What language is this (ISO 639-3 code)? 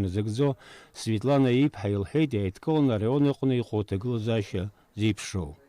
abk